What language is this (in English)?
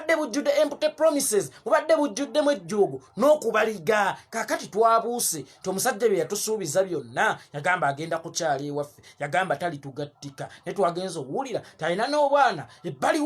Ganda